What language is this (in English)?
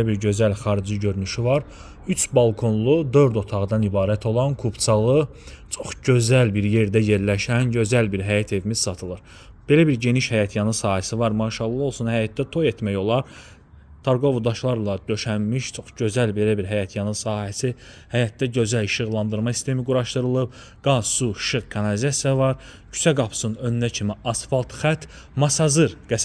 Azerbaijani